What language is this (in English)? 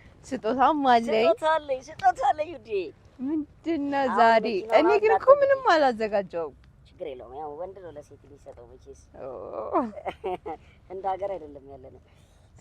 Amharic